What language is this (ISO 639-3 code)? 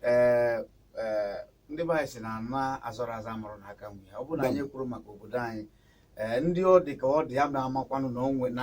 ibo